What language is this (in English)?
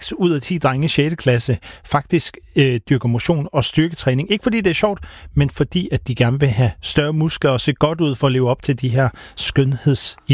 Danish